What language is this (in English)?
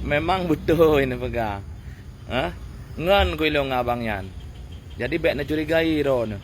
Achinese